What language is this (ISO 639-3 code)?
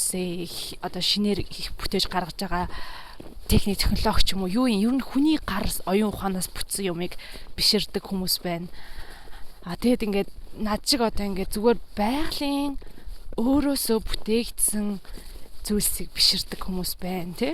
mon